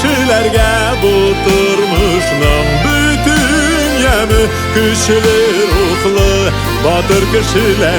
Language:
Tatar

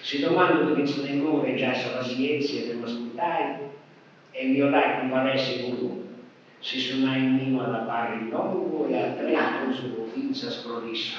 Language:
Sardinian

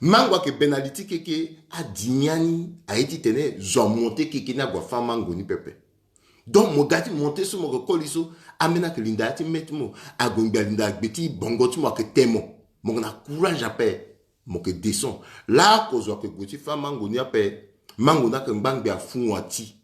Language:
Sango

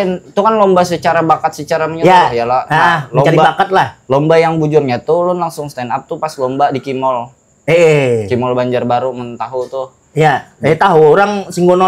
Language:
Banjar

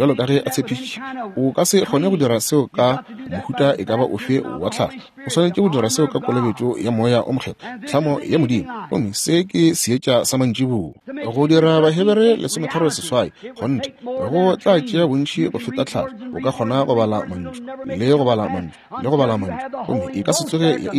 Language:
Northern Sotho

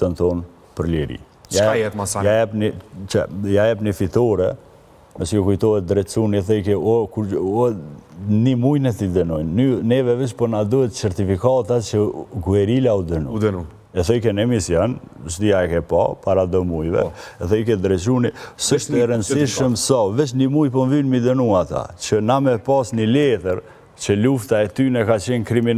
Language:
Albanian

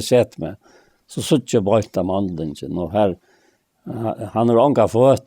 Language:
Faroese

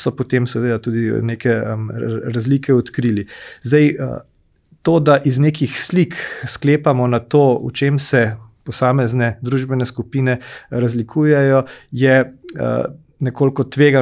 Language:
Slovenian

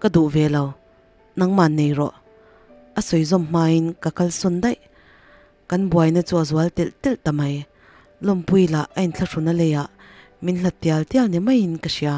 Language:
Mizo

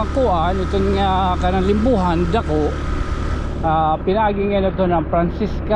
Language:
Waray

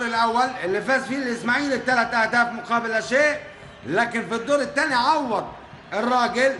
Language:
Egyptian Arabic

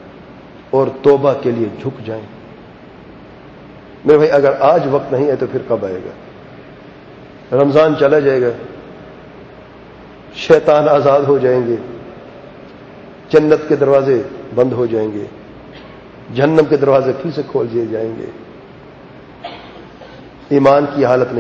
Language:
Urdu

